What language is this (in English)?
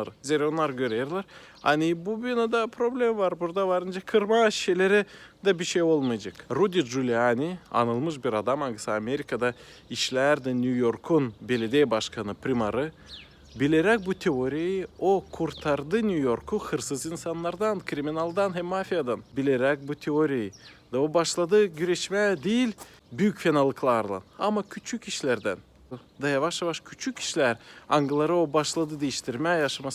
Gagauz